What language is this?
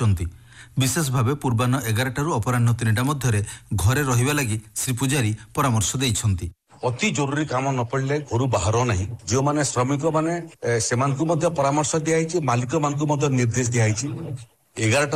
Odia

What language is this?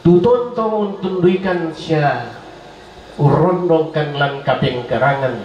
Toraja-Sa'dan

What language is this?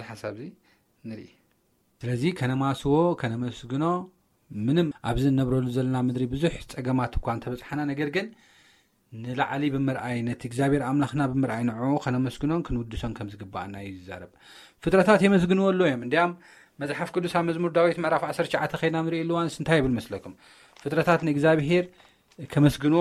Tigrinya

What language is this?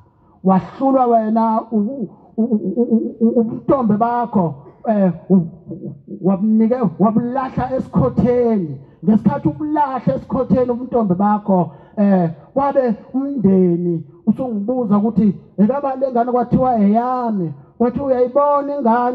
Zulu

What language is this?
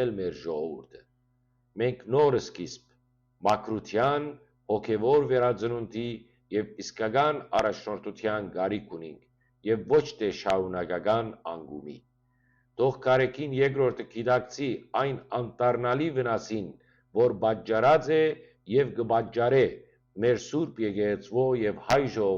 Western Armenian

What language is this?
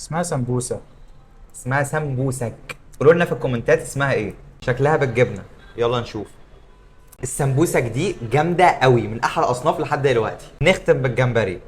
Egyptian Arabic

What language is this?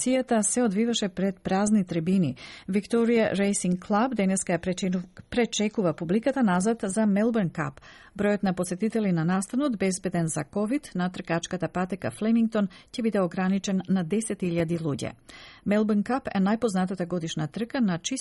Macedonian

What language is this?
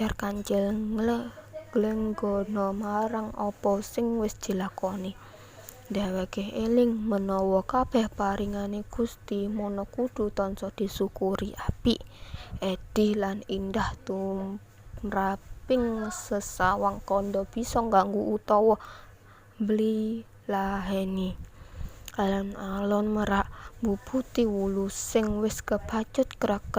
Javanese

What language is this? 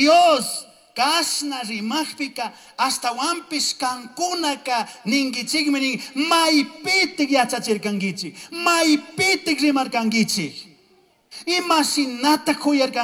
Chimborazo Highland Quichua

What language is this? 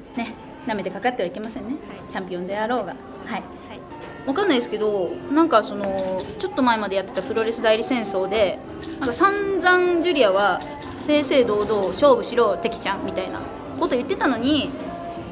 Japanese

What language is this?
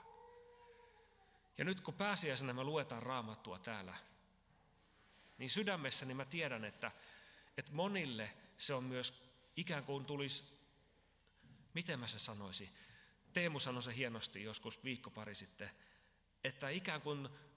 Finnish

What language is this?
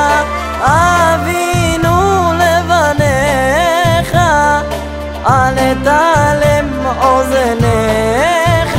Hebrew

